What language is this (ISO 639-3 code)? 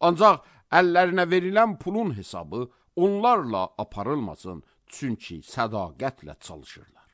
aze